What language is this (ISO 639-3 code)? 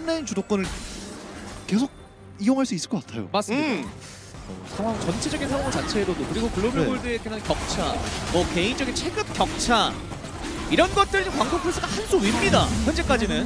kor